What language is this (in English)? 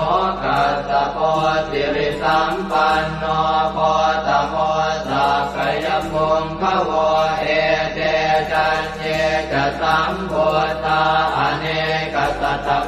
Pali